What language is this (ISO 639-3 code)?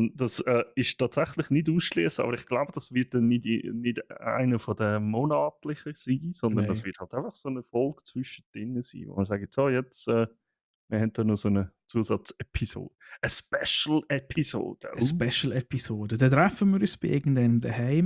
gsw